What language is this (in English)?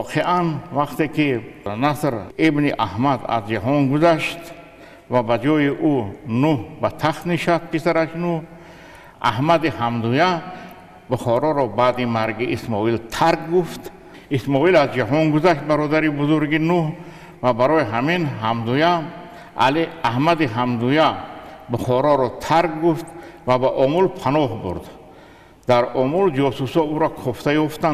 Tajik